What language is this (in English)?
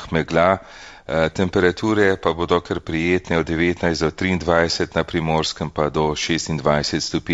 Slovenian